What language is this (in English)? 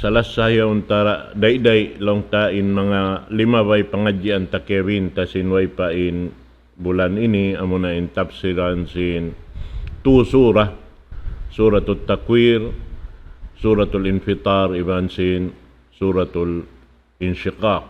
Tausug